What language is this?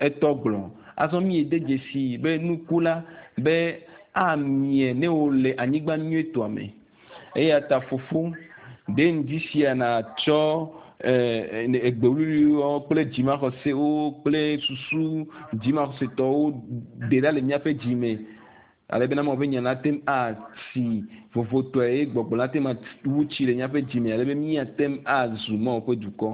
Ewe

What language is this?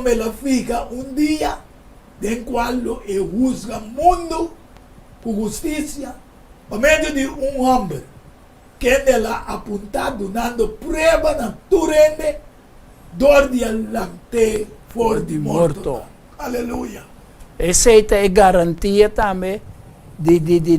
Papiamento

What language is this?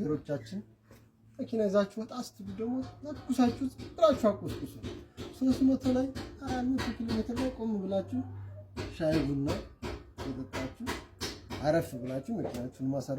Amharic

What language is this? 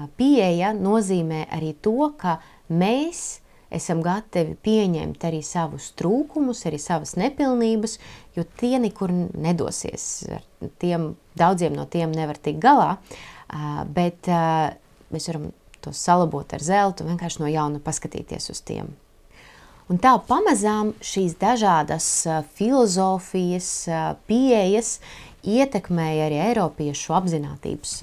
Latvian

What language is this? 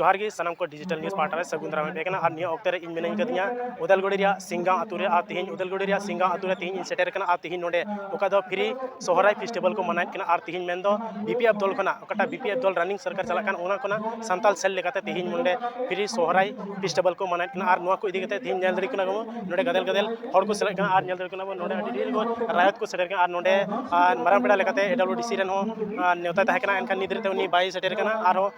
Santali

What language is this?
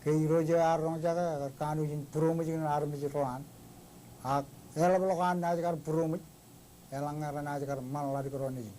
Marshallese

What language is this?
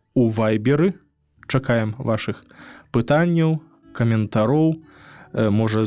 Belarusian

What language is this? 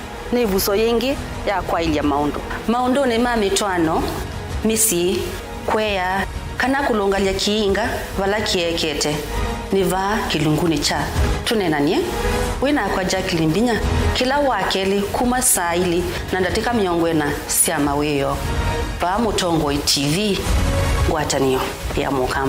Kamba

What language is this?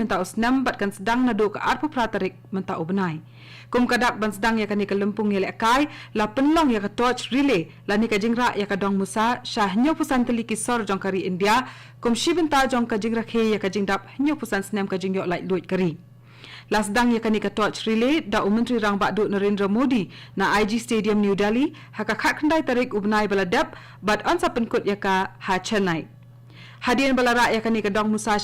Khasi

